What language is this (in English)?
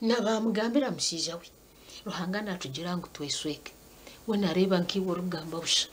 Nyankole